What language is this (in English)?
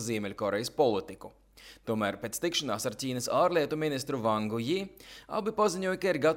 Latvian